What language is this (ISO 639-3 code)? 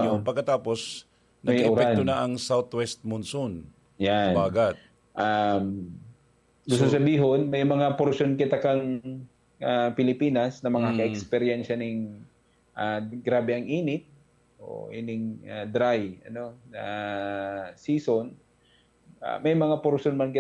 bik